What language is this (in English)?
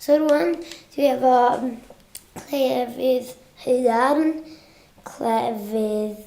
Welsh